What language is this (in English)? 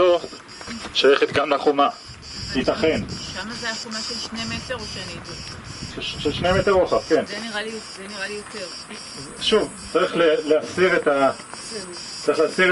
Hebrew